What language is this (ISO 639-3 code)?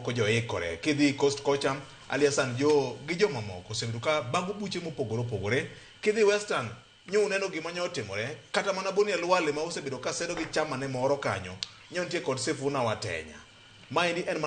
luo